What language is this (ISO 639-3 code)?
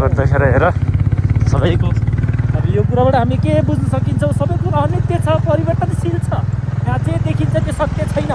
nep